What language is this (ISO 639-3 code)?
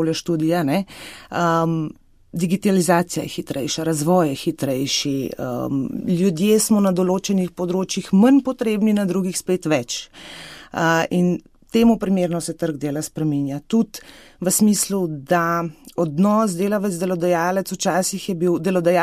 slv